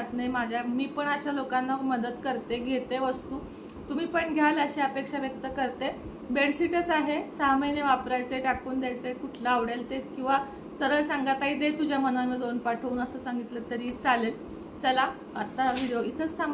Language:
Marathi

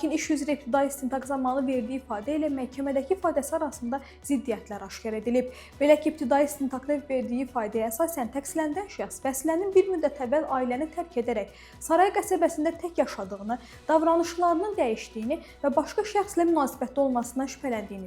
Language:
Azerbaijani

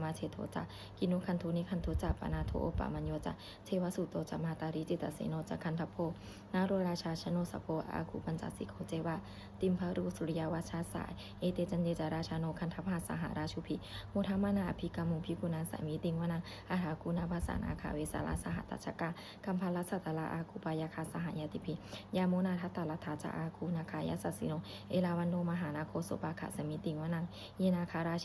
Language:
Pali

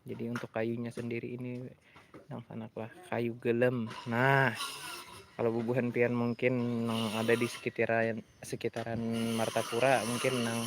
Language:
Banjar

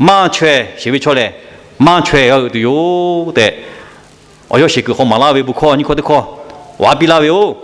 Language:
Lahu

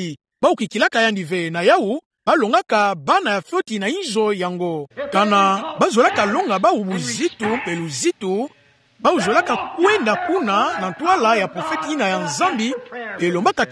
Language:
Kituba (Democratic Republic of Congo)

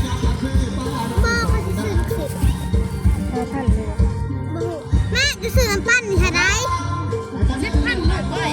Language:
Northeastern Thai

